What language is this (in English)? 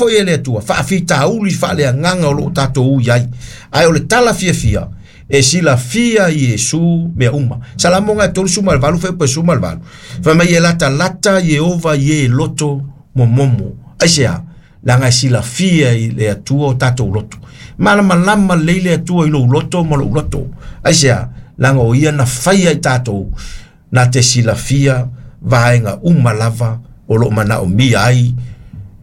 Samoan